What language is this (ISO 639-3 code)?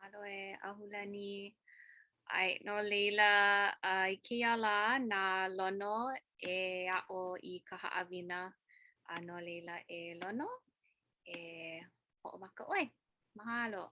haw